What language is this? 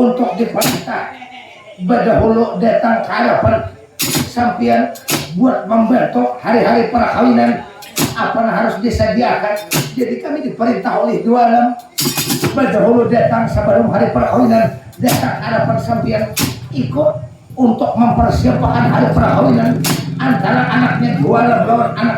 Banjar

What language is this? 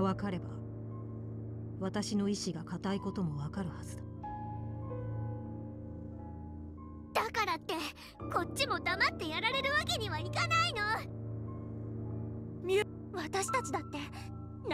Japanese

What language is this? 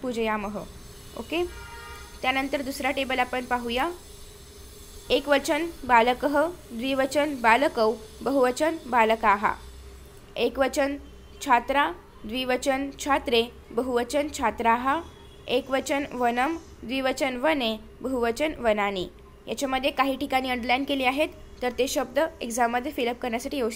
Marathi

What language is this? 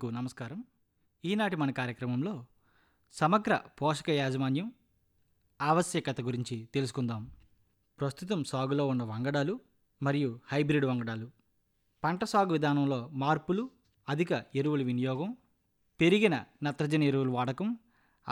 Telugu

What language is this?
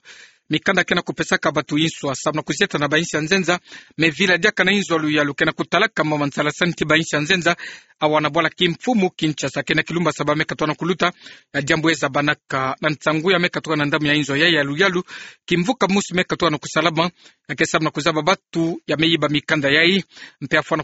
Kituba (Democratic Republic of Congo)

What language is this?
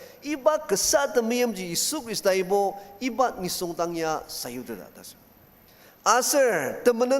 Ao Naga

